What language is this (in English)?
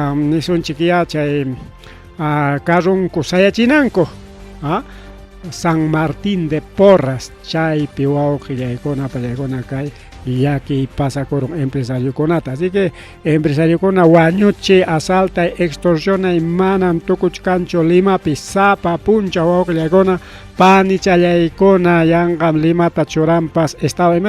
Ayacucho Quechua